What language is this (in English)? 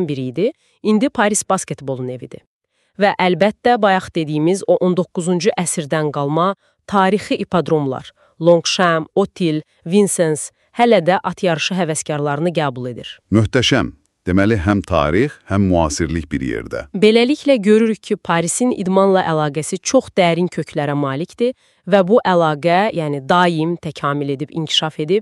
Azerbaijani